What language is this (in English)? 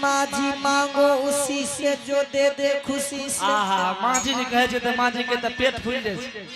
Angika